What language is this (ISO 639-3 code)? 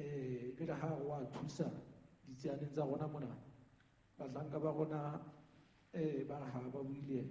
sot